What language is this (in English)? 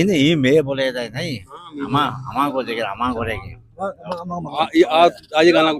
Eastern Balochi